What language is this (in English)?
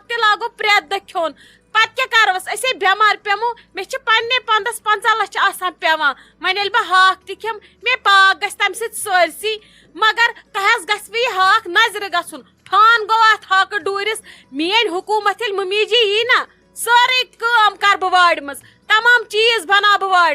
Kashmiri